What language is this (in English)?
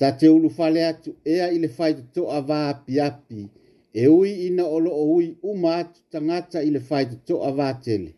Samoan